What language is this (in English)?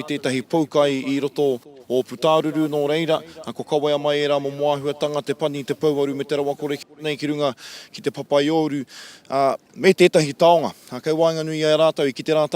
Māori